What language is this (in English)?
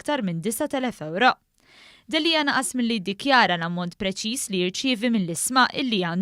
Maltese